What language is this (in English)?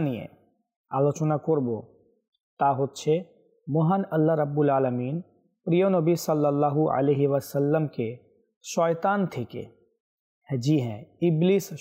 Bangla